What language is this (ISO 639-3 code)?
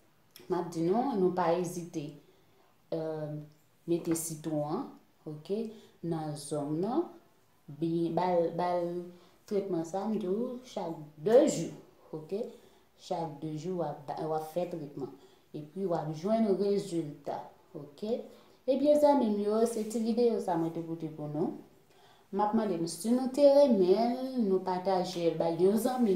hat